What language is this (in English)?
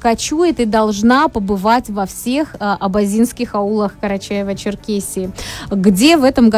Russian